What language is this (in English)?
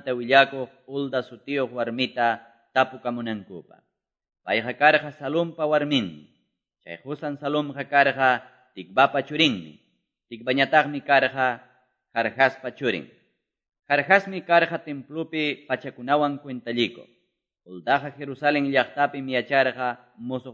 Quechua